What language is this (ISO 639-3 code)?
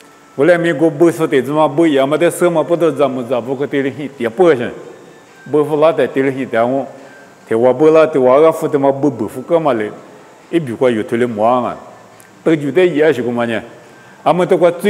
lis